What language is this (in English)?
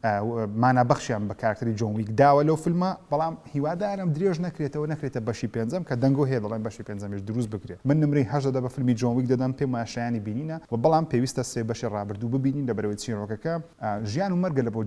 Central Kurdish